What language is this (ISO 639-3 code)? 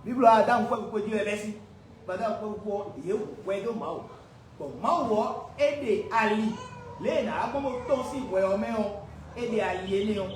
fon